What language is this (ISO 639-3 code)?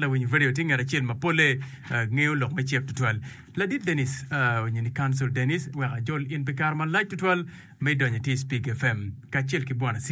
ach